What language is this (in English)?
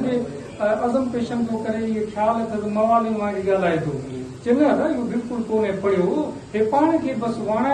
Sindhi